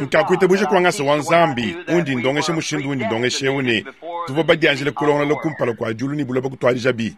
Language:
Luba-Lulua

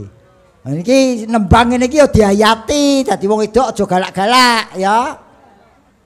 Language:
Javanese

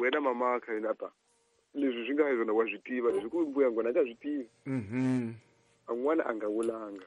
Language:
Tsonga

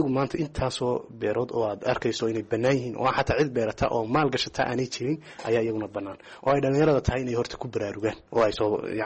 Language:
Somali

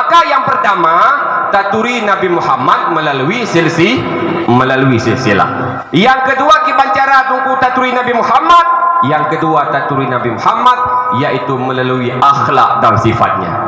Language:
Achinese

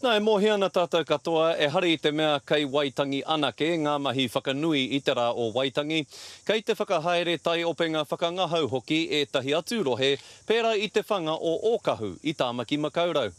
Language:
Māori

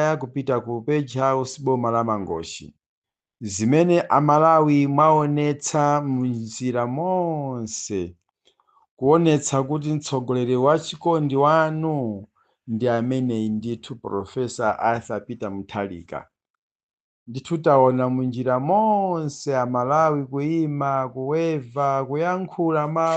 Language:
Nyanja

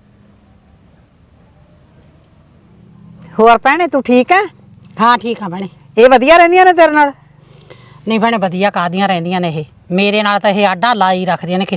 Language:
Punjabi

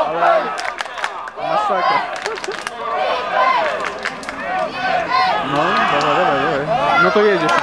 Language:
Polish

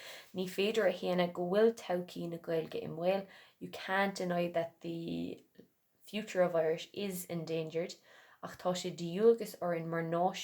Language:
Irish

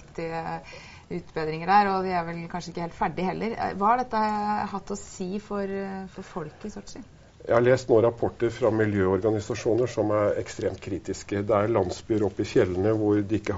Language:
Norwegian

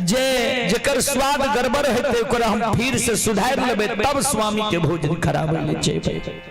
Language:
Maithili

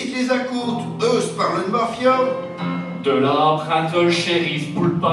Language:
Picard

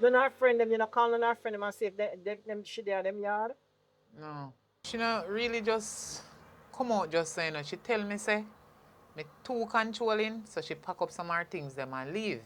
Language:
Jamaican Creole English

